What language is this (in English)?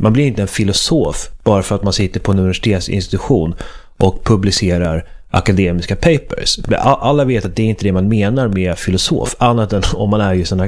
Swedish